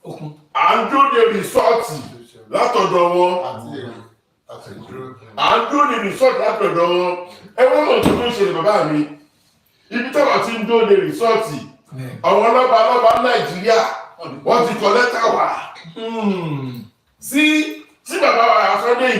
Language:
Yoruba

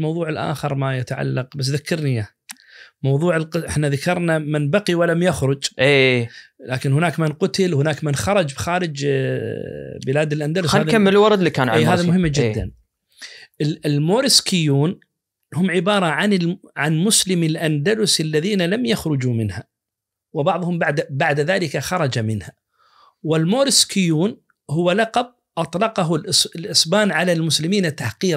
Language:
Najdi Arabic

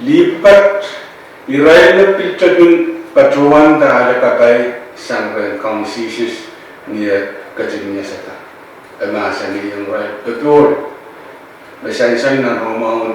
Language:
Pohnpeian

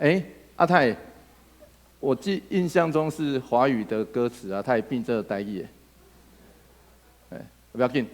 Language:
Min Nan Chinese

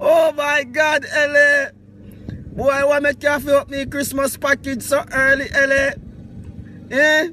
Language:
Jamaican Creole English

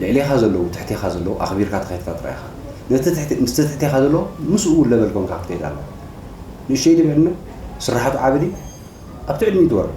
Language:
Tigrinya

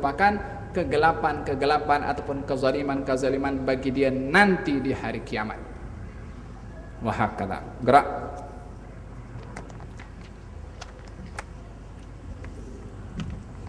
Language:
Malay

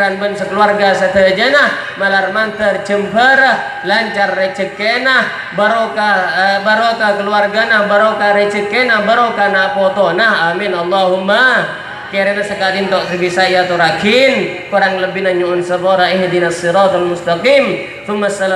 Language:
Madurese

